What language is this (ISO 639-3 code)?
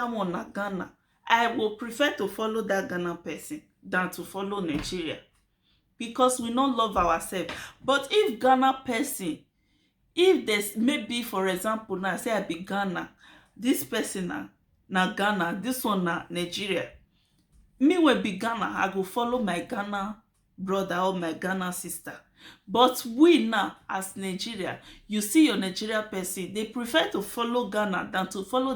pcm